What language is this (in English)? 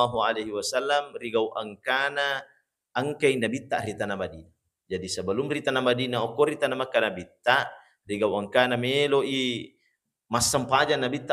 Buginese